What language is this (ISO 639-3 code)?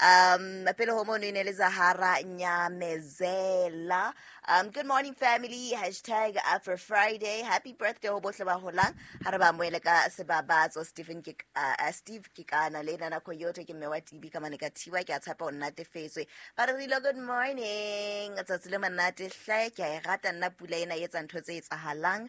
sot